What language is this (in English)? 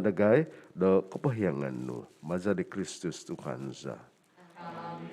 Central Dusun